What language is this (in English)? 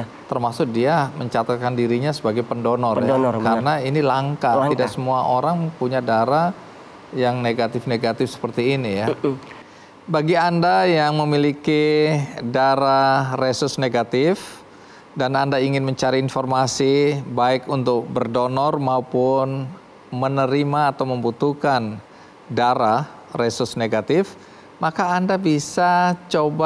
Indonesian